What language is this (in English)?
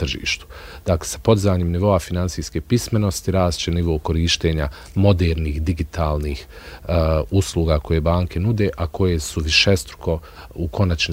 Bosnian